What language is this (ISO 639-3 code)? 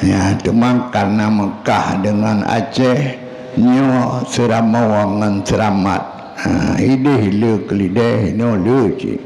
ace